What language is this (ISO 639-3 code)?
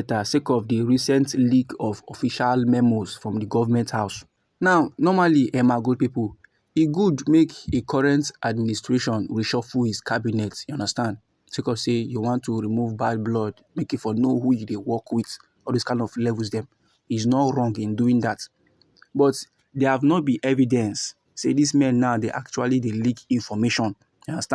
pcm